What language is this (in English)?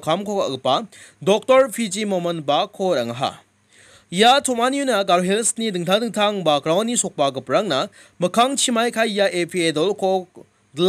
Garo